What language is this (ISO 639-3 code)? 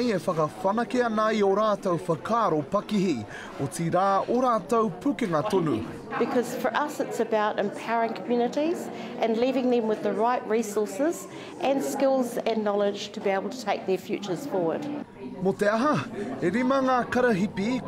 mri